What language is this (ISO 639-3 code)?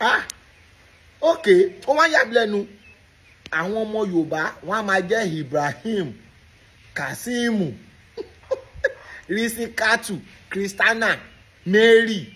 yor